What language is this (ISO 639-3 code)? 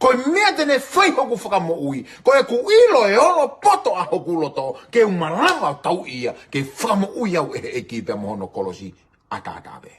ton